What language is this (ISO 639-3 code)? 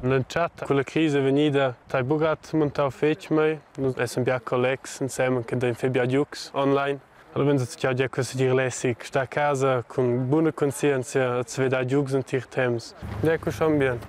roh